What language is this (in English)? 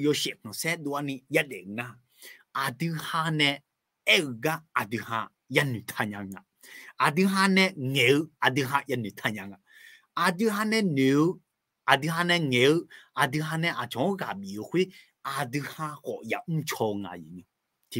Akha